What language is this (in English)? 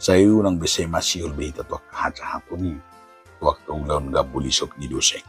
Batak Toba